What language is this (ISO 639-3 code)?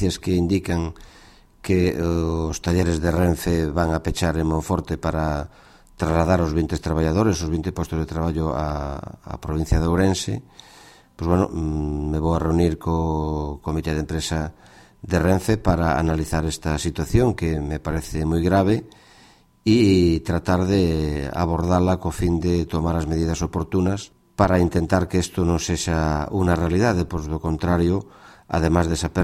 glg